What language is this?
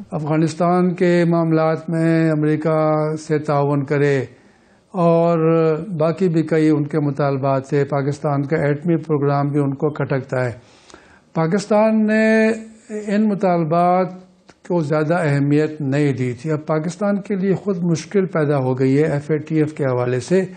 Urdu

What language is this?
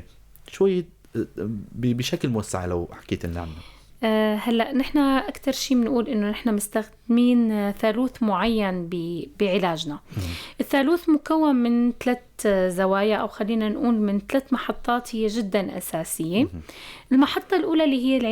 North Levantine Arabic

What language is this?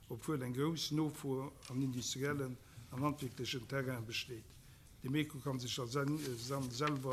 Luxembourgish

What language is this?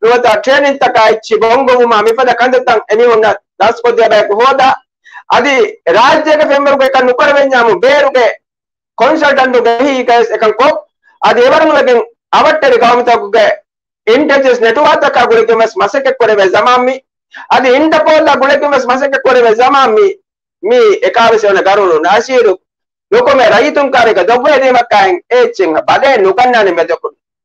Divehi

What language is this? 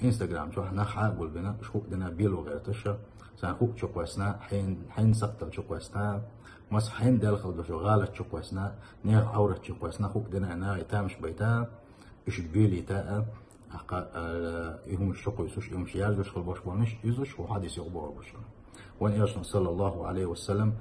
Chechen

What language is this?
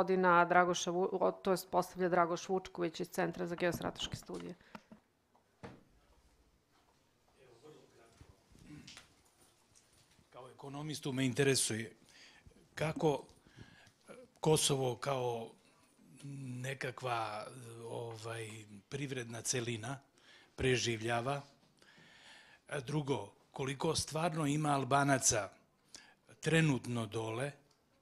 Serbian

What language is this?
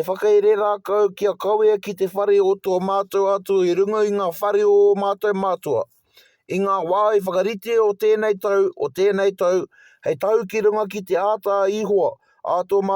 Māori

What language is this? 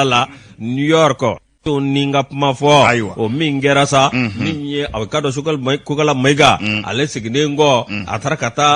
Bambara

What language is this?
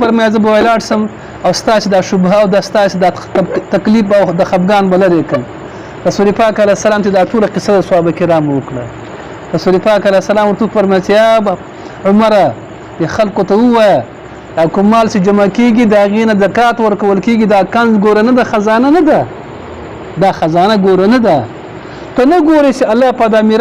Pashto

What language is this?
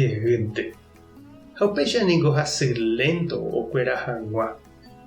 Guarani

